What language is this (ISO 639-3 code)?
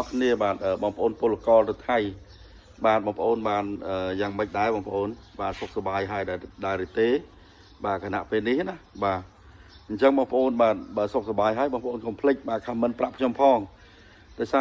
khm